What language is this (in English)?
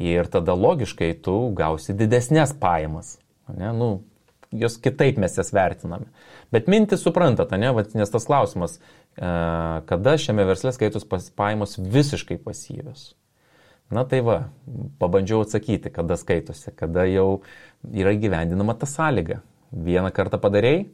Lithuanian